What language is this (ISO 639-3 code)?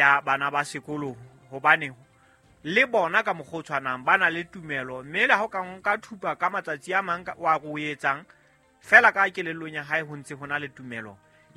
sot